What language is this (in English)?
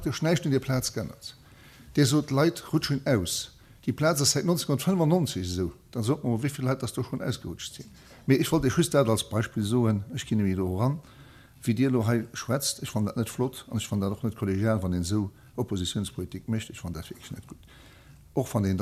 Luxembourgish